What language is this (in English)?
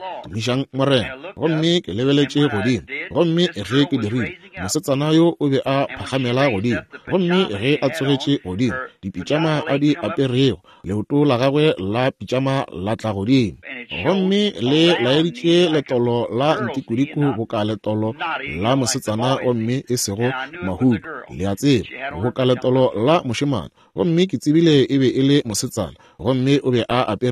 Northern Sotho